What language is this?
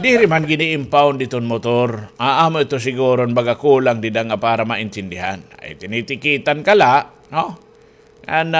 Waray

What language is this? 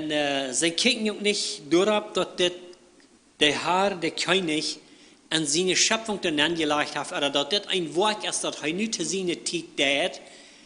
Plautdietsch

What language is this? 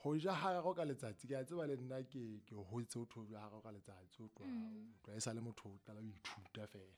Southern Sotho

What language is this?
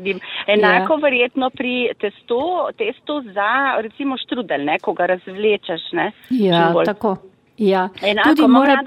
Slovenian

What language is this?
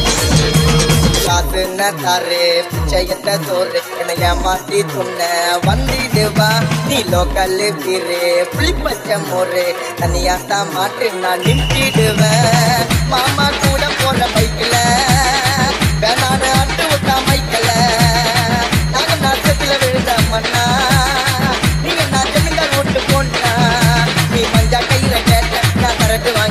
Tamil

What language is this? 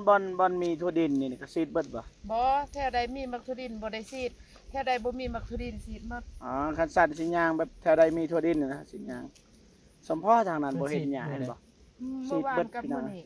Northeastern Thai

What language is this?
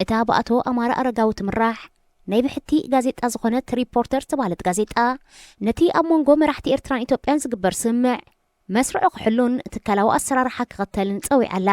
Tigrinya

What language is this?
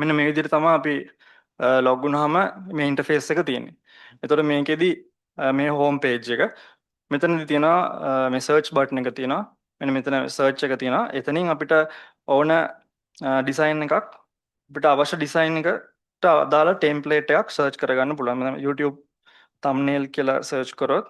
Sinhala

